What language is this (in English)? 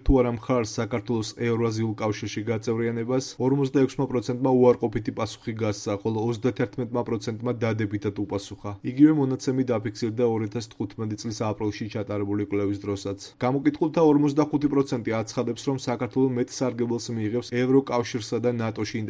Georgian